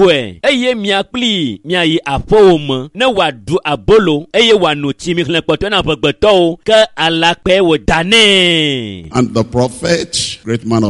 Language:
Ewe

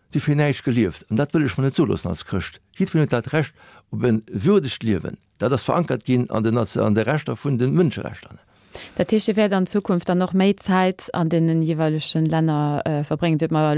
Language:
Luxembourgish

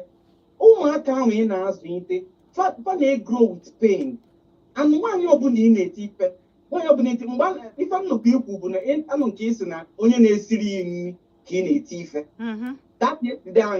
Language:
Igbo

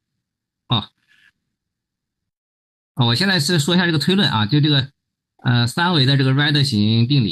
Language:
Chinese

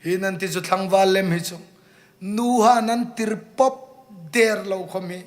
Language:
Hmar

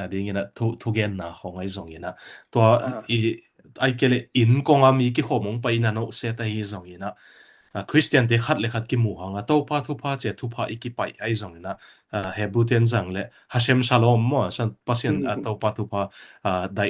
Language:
Tedim Chin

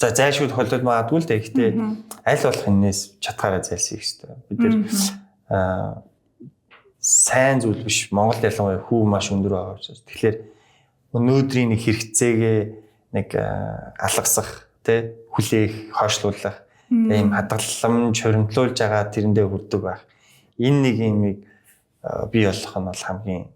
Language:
Mongolian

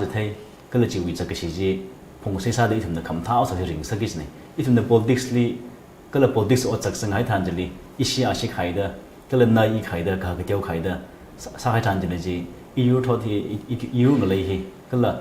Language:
Tangkhul Naga (India)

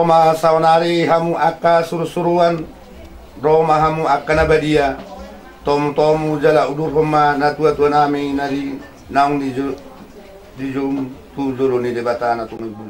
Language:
Batak Toba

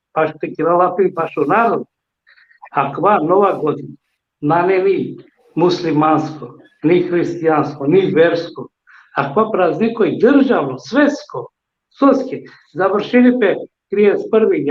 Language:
Balkan Romani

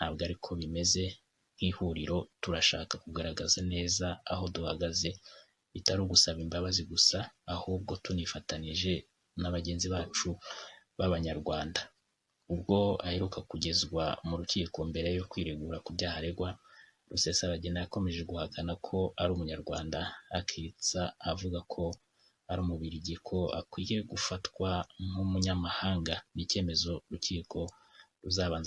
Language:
Kinyarwanda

